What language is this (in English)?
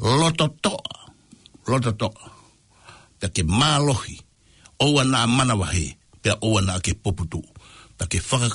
Tongan